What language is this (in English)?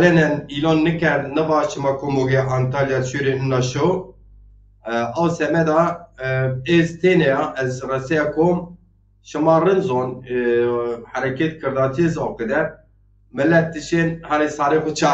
Zaza